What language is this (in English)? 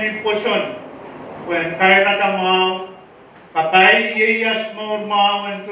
Pohnpeian